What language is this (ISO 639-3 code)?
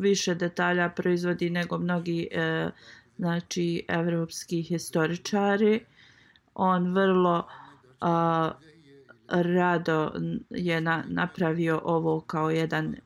bos